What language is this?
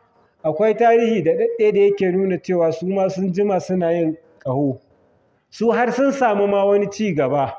Hausa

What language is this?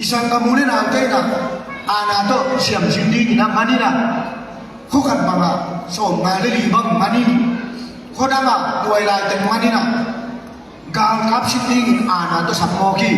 Tedim Chin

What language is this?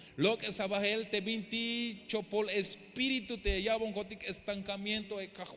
Tzeltal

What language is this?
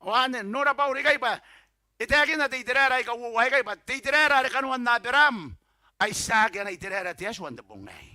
Gilbertese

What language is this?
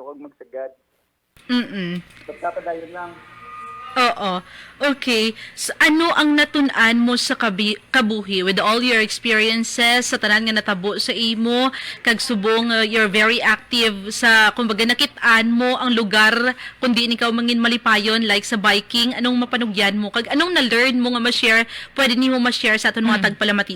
Hiligaynon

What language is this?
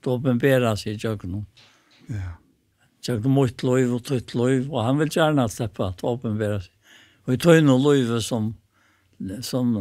Faroese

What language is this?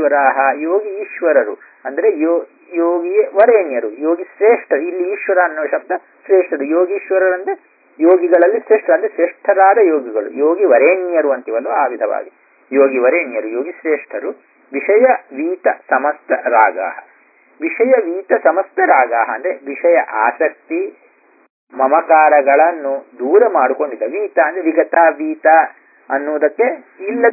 Kannada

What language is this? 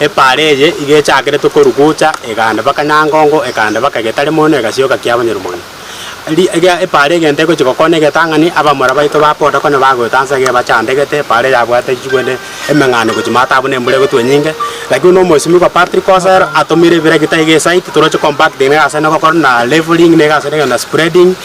Gusii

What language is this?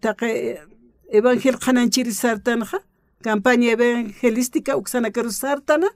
Aymara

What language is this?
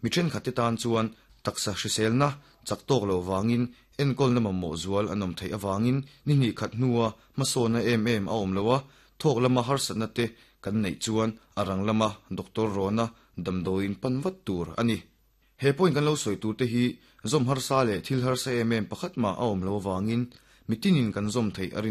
Mizo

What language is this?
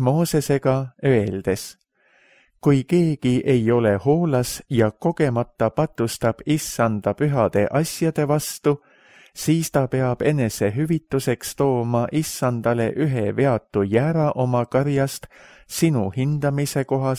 Estonian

